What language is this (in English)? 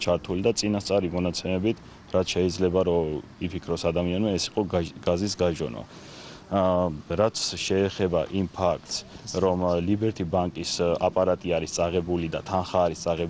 Georgian